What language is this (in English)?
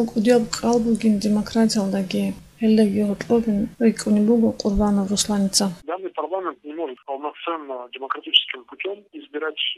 Avaric